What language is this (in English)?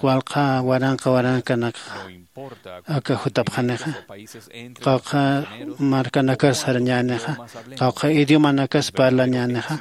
Aymara